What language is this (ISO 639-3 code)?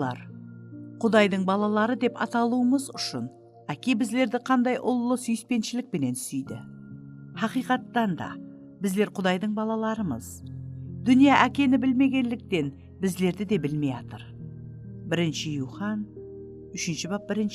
kaa